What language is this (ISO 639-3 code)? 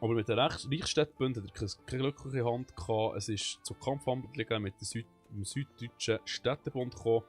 gsw